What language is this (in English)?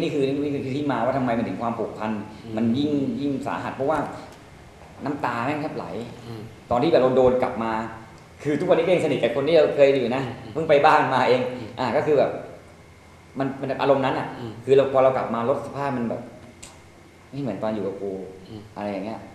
Thai